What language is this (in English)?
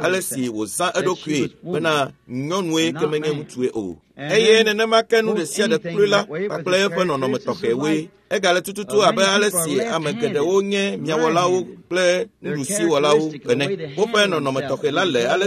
Ewe